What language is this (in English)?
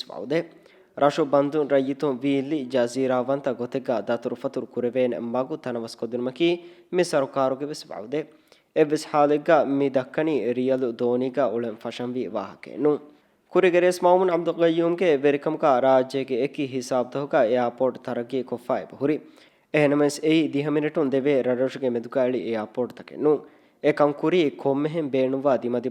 Divehi